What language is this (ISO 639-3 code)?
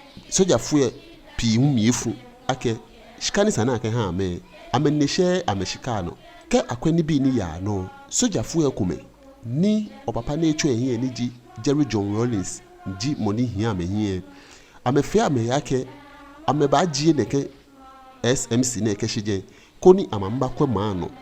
gaa